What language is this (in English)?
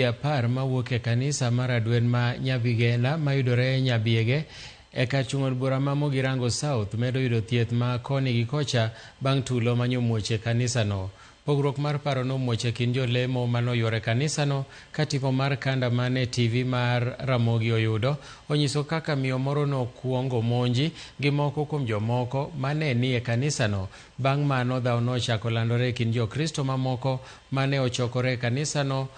Luo (Kenya and Tanzania)